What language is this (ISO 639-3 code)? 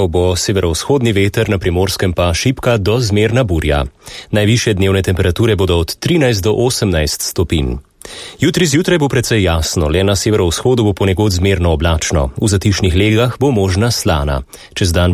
slv